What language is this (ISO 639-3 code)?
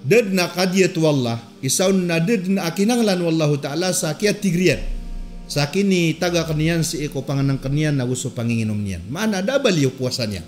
mrw